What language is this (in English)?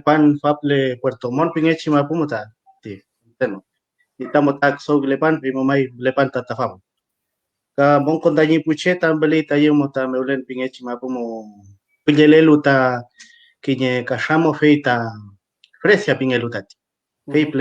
Mapuche